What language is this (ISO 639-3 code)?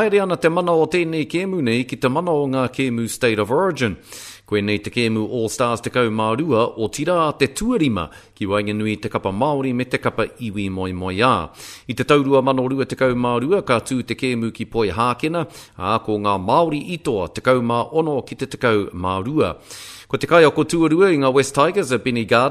mri